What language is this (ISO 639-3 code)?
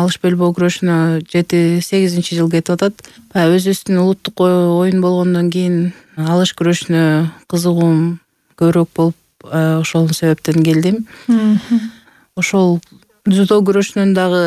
kir